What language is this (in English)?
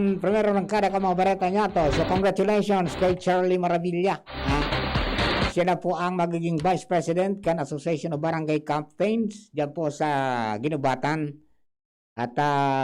Bikol